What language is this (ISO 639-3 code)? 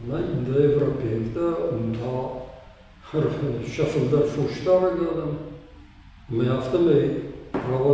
oss